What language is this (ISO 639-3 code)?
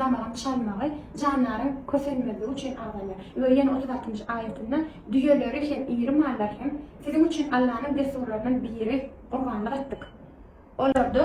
tuk